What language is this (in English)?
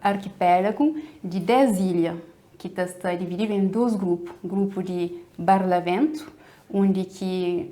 Kabuverdianu